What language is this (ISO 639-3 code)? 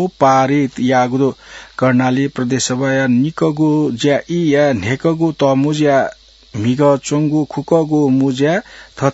new